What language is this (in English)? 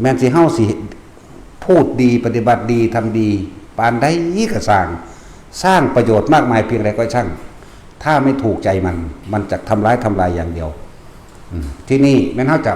Northeastern Thai